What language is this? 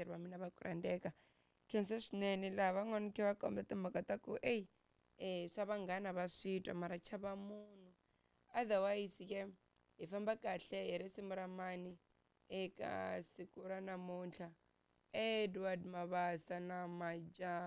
Tsonga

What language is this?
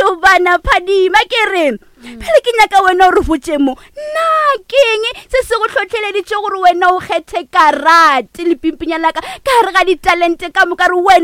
Northern Sotho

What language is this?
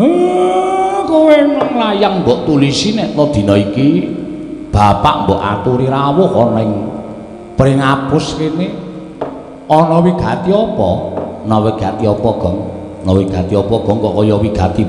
Javanese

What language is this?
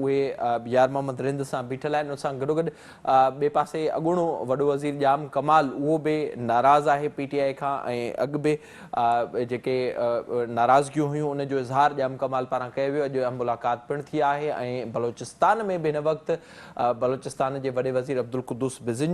Sindhi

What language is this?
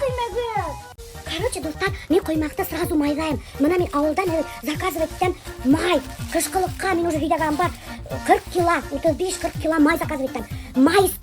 Bashkir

